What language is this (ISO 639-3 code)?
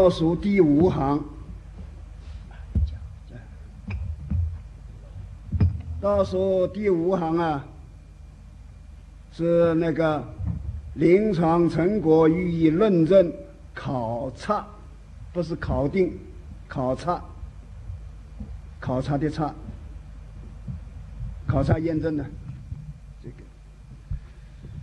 zho